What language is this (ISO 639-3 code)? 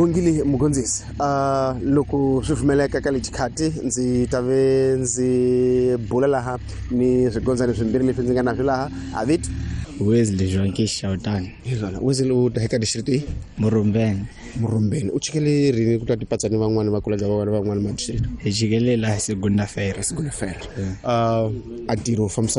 tso